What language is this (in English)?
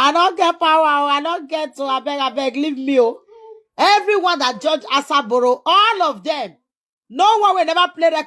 Nigerian Pidgin